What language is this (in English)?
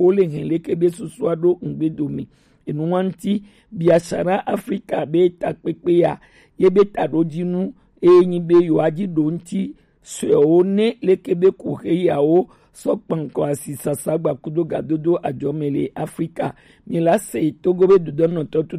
Gen